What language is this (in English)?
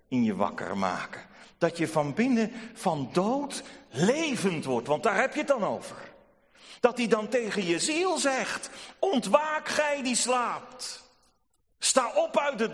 Dutch